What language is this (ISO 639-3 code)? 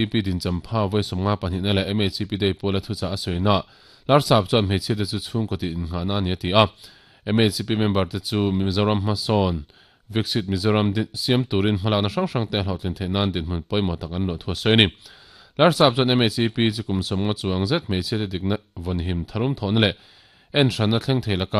lus